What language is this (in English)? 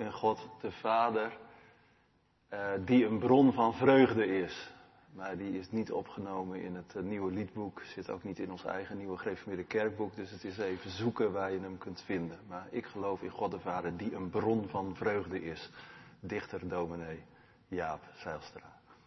Dutch